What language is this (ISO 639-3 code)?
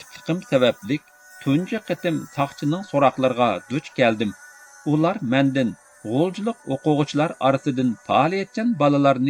uig